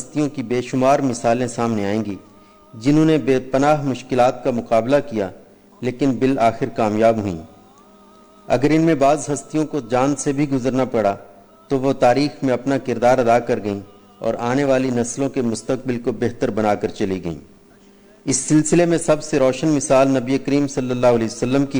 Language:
Urdu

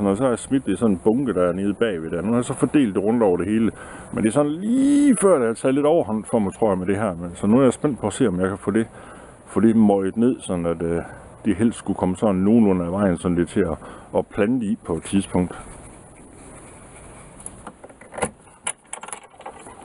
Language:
Danish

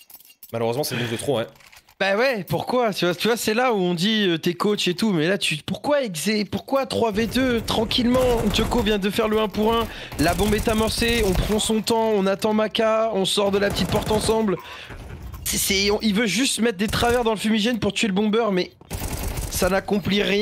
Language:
French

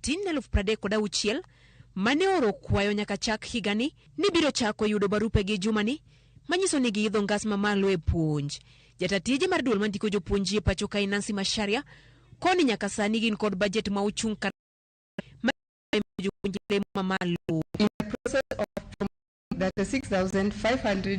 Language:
Luo (Kenya and Tanzania)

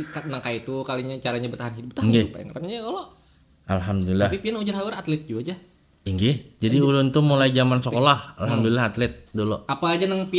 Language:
Banjar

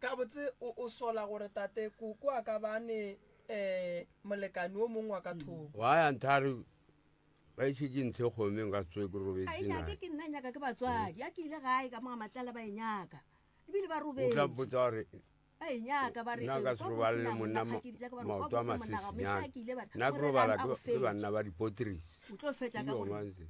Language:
Northern Sotho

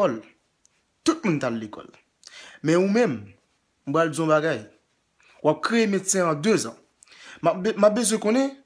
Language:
Haitian Creole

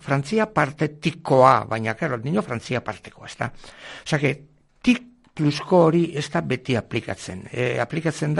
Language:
Basque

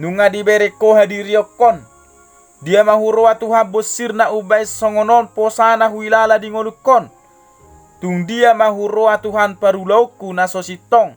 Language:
Batak Toba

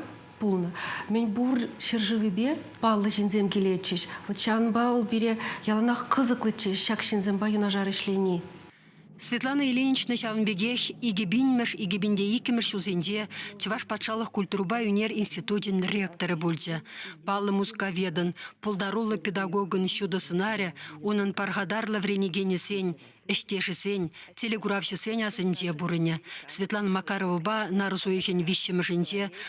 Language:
Chuvash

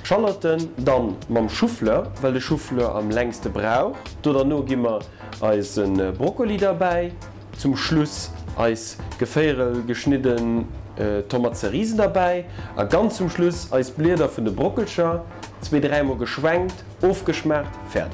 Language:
Luxembourgish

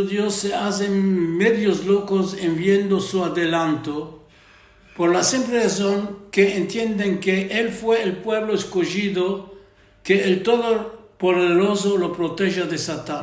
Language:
Ladino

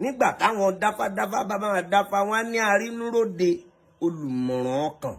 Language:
Yoruba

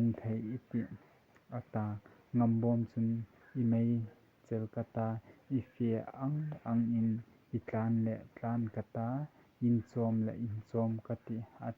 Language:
Hmar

